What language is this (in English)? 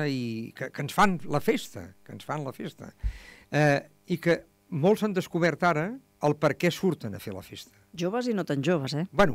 Catalan